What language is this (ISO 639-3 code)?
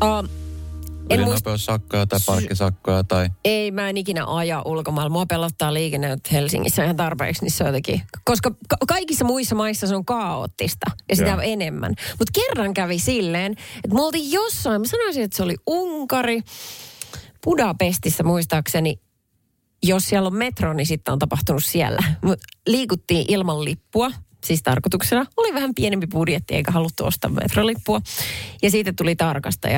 fin